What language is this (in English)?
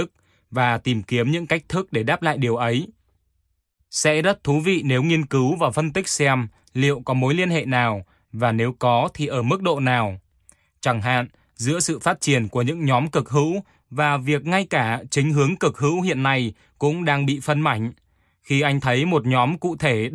Vietnamese